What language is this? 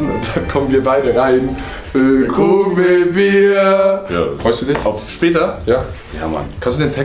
Swiss German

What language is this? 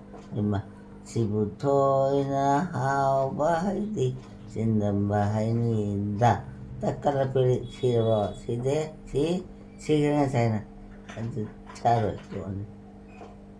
Manipuri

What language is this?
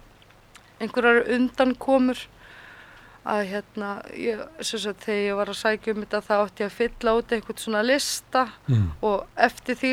Icelandic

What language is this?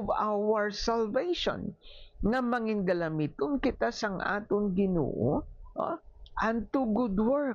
Hiligaynon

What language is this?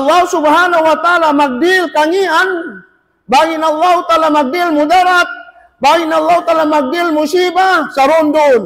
Tausug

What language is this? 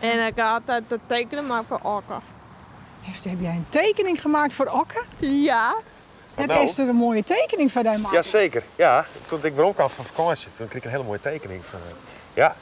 Western Frisian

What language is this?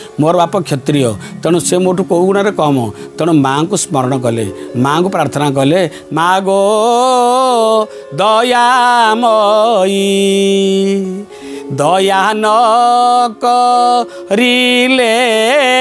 Odia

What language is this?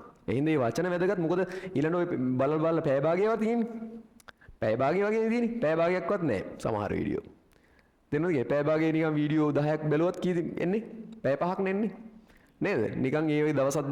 Sinhala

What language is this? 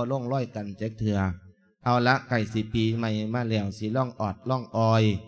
Lao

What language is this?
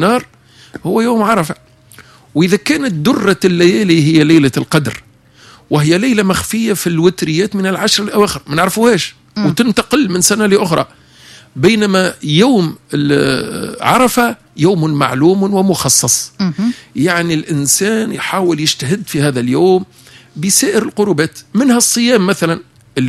Tunisian Arabic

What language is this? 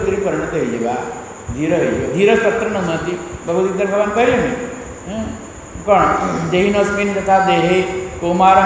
Odia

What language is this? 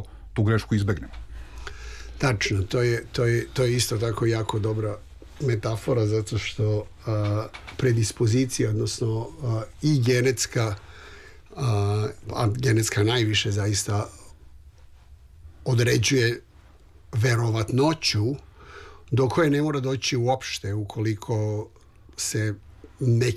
Serbian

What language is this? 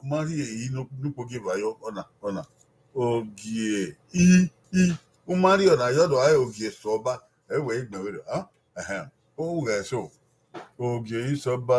Bini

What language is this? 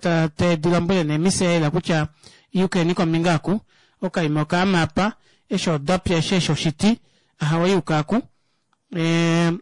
Kuanyama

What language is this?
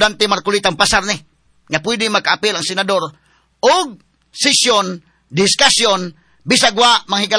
Cebuano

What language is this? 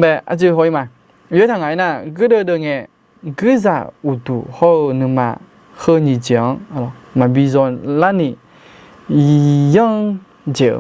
Akha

